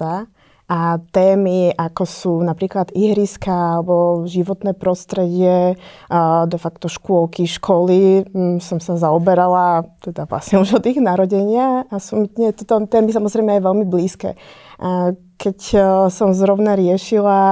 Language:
Slovak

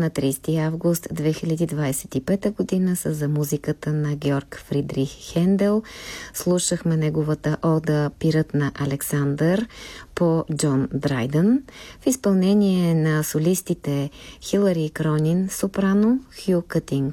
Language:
Bulgarian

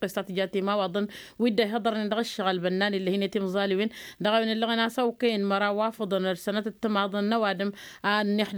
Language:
Tamasheq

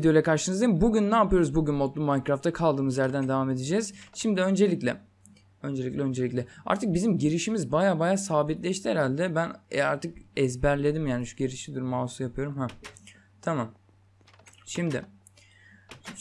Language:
Turkish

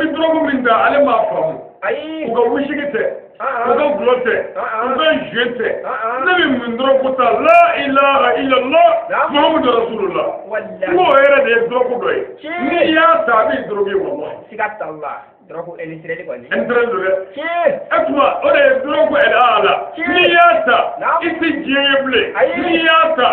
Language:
Bambara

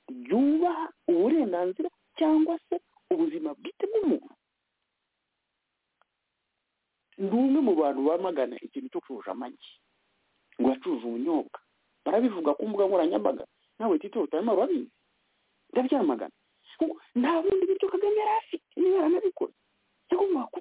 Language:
Kinyarwanda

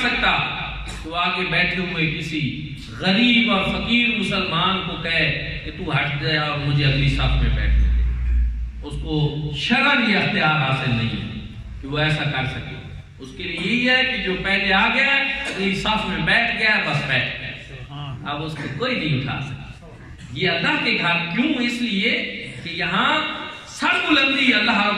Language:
Urdu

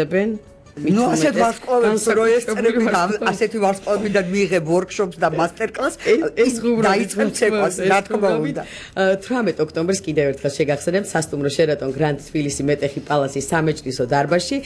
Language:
Georgian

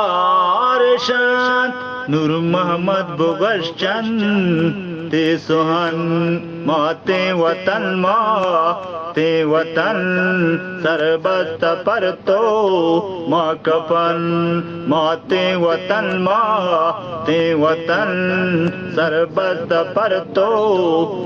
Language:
Eastern Balochi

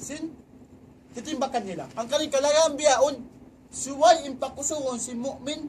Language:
Tausug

